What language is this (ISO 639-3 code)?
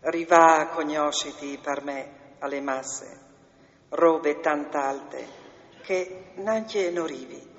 fur